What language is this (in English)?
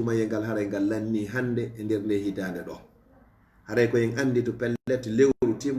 Fula